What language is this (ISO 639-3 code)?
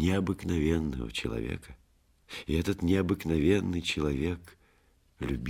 rus